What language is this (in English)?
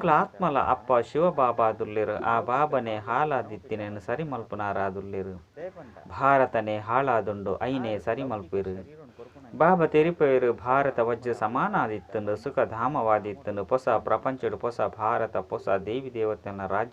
Tulu